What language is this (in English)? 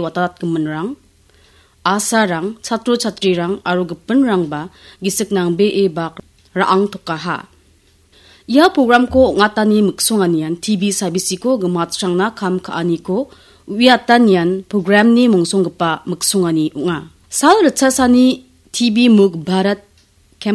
Garo